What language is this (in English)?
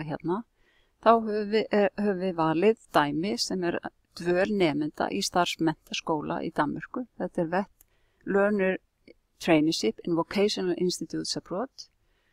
Icelandic